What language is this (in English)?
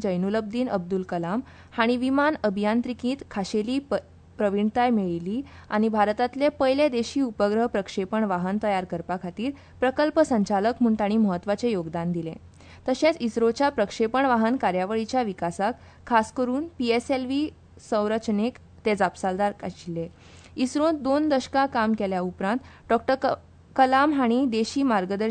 Konkani